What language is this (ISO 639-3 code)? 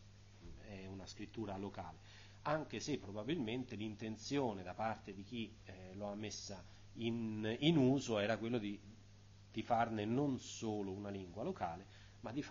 ita